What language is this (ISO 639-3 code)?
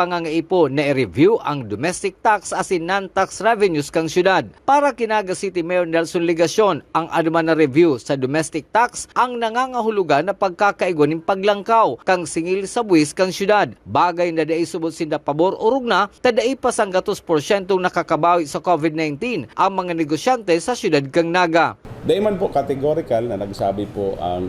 bik